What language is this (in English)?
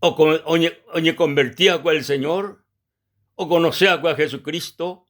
Guarani